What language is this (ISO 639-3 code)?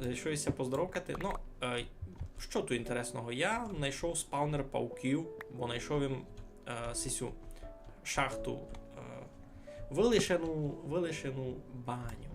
rue